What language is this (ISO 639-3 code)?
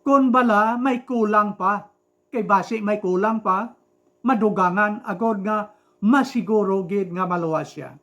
hil